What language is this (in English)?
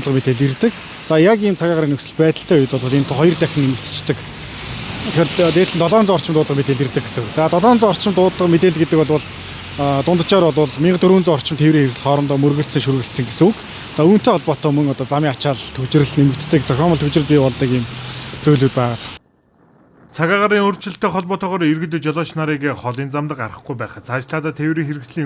Mongolian